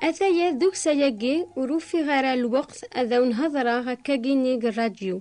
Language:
Kabyle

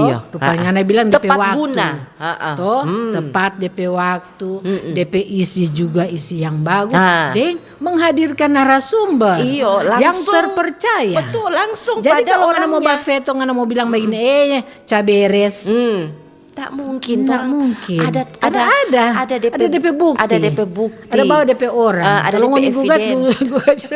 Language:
Manado Malay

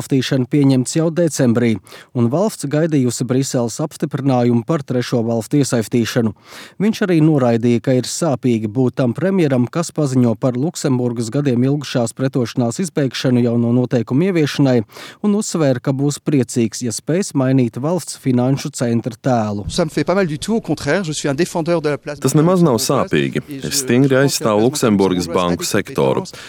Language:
Latvian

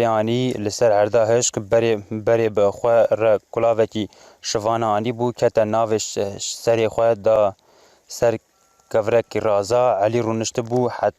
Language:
Kurdish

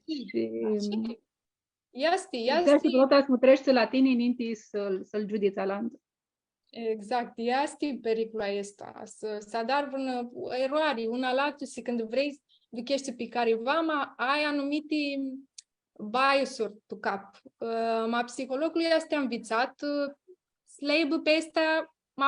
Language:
Aromanian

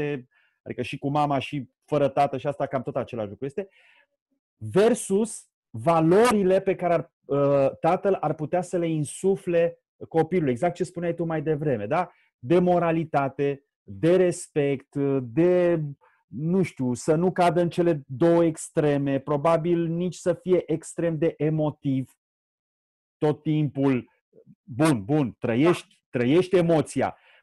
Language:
Romanian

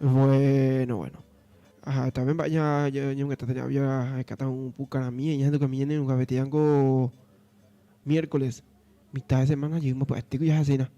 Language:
Guarani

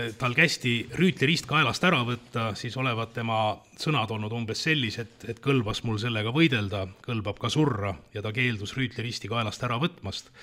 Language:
Estonian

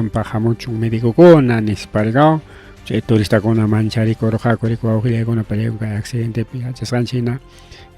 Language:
Ayacucho Quechua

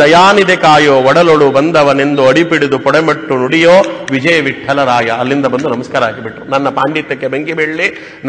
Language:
Kannada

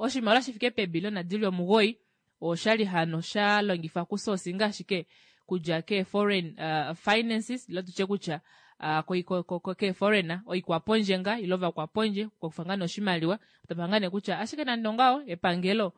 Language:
Kuanyama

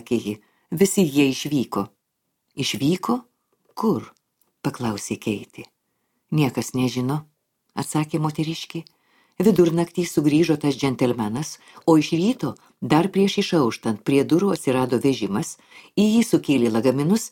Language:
Lithuanian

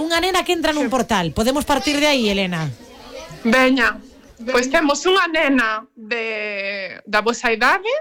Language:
Galician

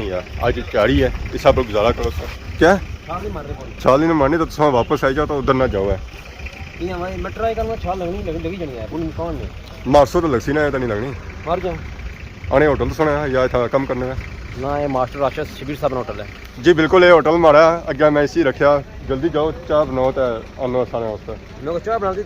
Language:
Pahari-Potwari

